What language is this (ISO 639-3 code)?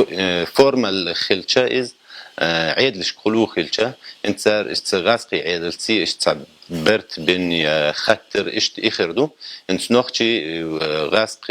che